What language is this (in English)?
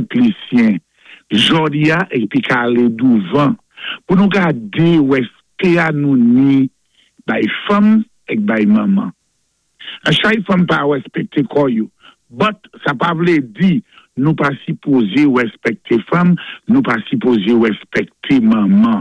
Saint Lucian Creole French